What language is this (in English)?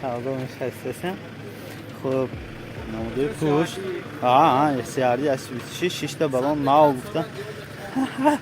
Tajik